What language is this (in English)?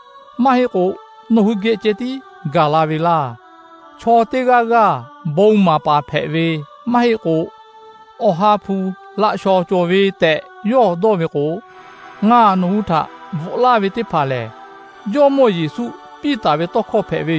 Lahu